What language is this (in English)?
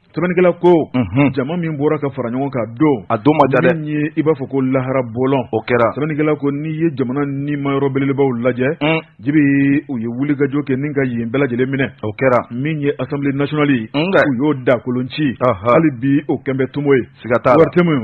Bambara